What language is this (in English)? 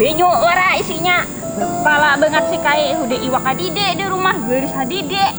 Banjar